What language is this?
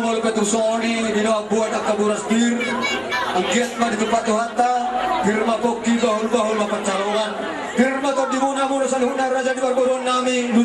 Batak Toba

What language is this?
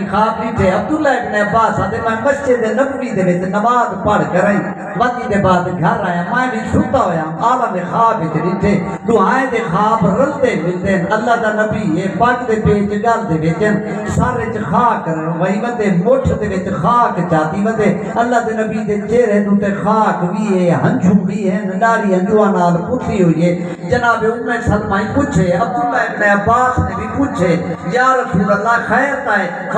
Saraiki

